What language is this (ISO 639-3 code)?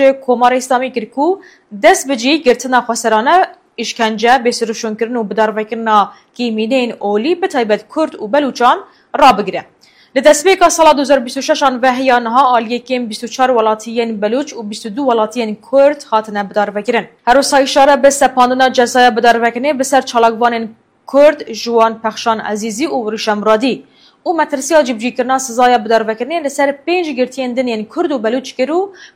kur